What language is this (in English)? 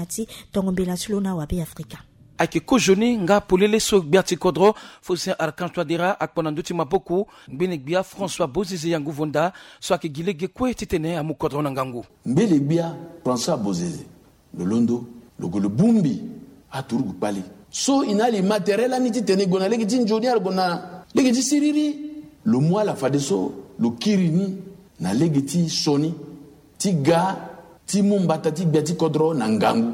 Sango